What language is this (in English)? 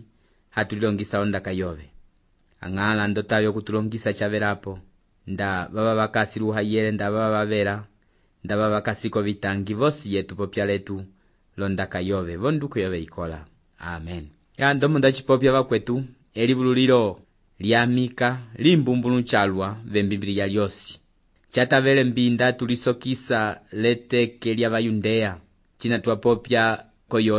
Umbundu